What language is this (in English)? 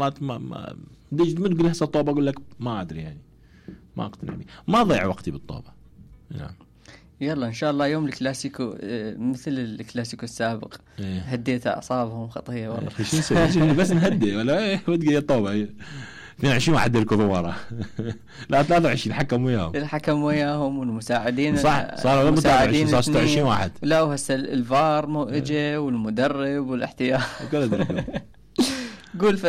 Mesopotamian Arabic